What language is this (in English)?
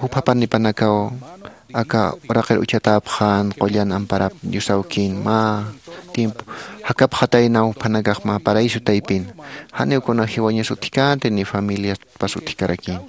Aymara